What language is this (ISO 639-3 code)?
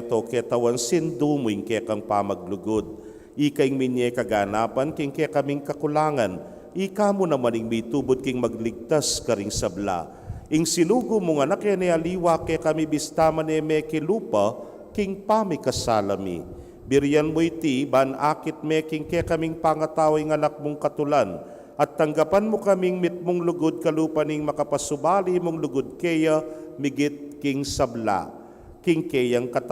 pam